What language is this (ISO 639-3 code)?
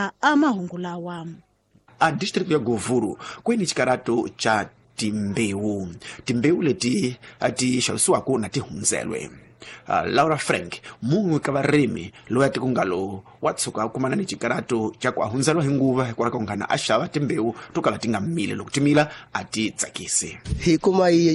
tso